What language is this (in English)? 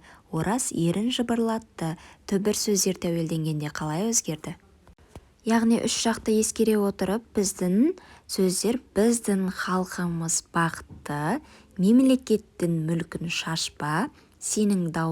Kazakh